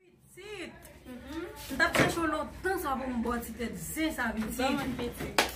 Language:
Haitian Creole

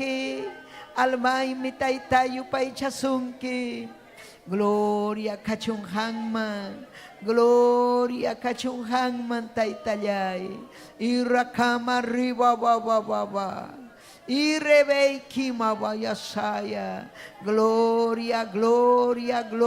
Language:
Ayacucho Quechua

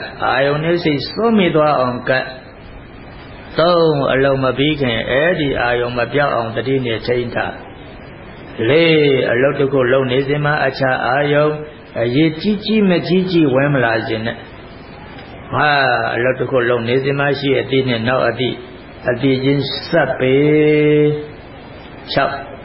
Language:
Burmese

